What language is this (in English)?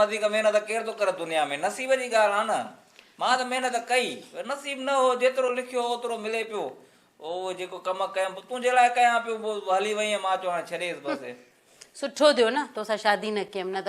Sindhi